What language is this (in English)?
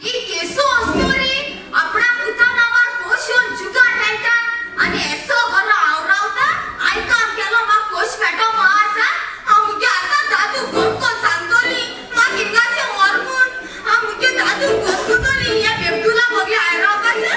Konkani